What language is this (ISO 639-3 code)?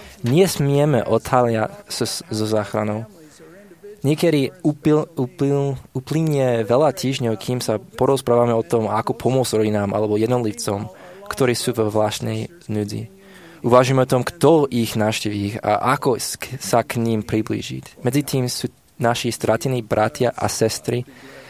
slk